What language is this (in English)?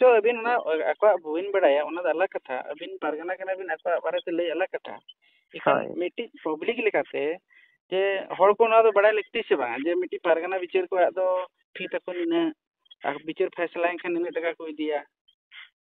Santali